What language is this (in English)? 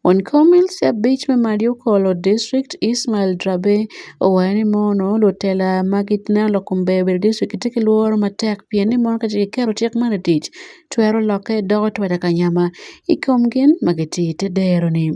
Acoli